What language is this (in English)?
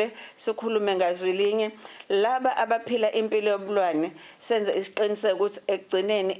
Zulu